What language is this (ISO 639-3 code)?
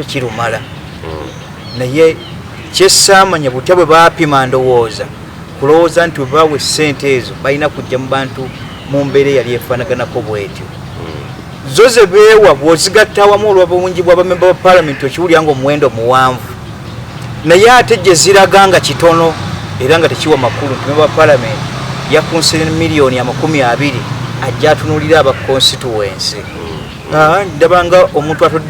lug